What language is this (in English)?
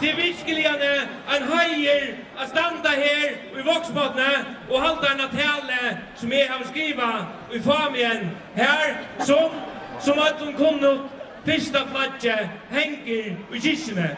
Faroese